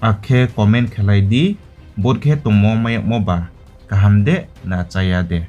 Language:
Riang (India)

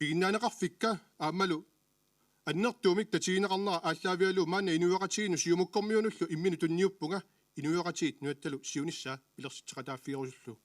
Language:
Kalaallisut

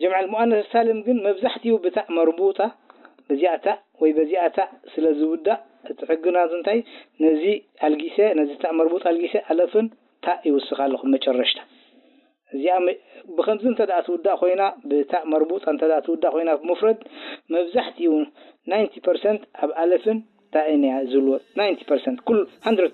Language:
Tigrinya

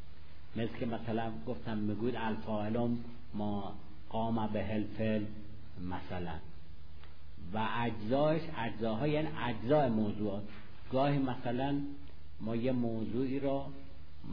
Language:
Persian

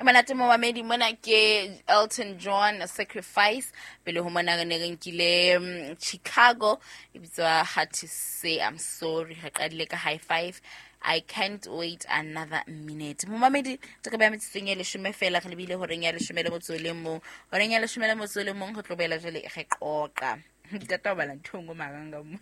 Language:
Southern Sotho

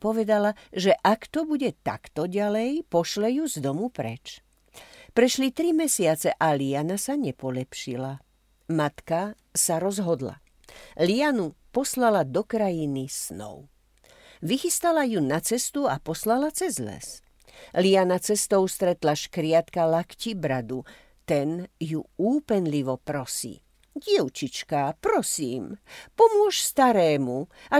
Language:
Slovak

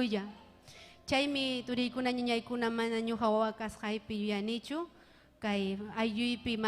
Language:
Ayacucho Quechua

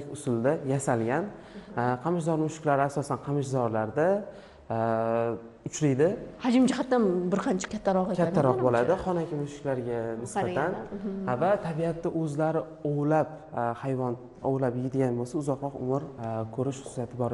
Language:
Uzbek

